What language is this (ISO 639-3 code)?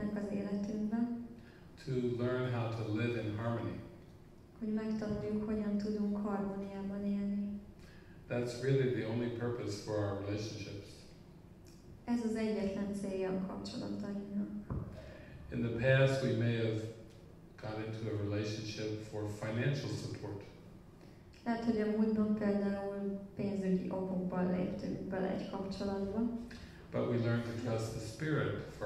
hun